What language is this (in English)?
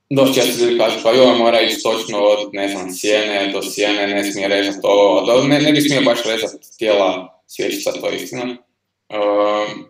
Croatian